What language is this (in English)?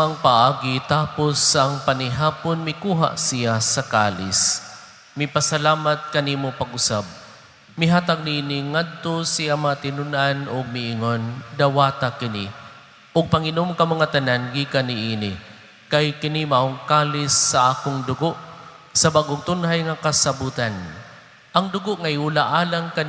Cebuano